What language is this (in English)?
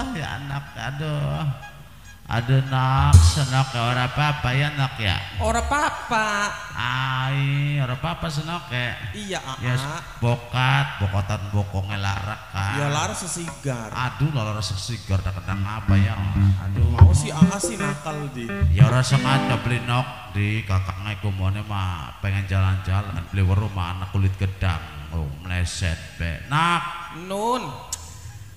Javanese